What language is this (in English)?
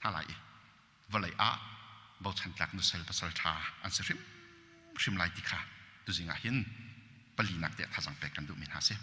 Hakha Chin